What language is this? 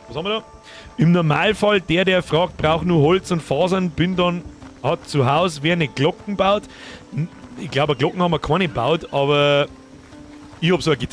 Bavarian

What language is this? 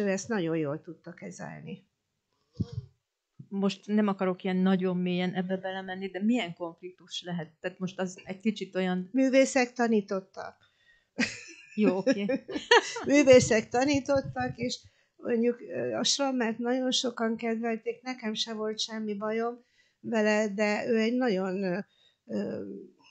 Hungarian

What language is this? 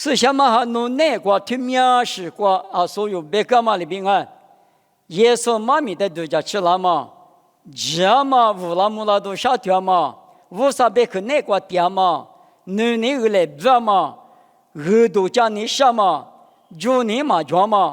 Lisu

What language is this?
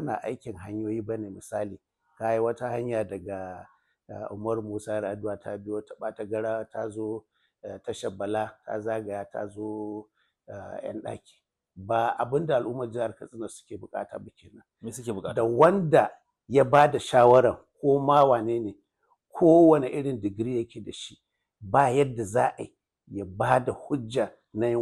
Hausa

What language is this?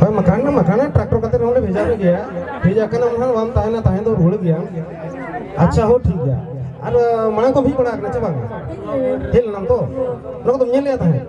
Santali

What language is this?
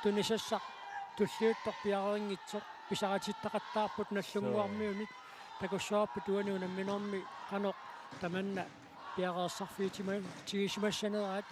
Kalaallisut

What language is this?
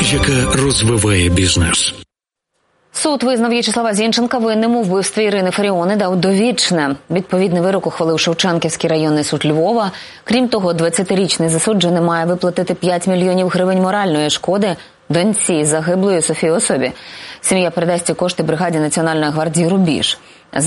Ukrainian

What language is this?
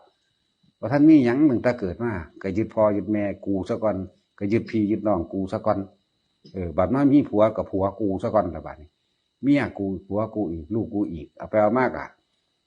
Northeastern Thai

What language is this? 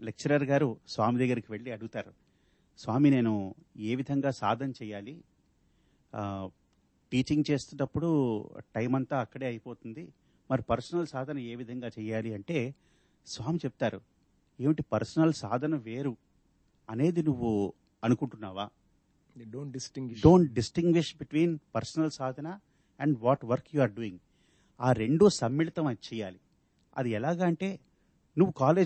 Telugu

